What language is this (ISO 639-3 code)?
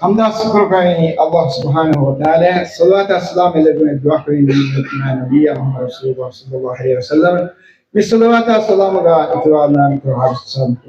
div